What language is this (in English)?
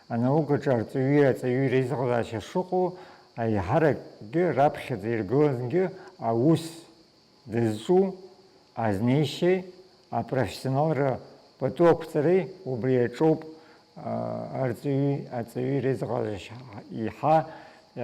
Abkhazian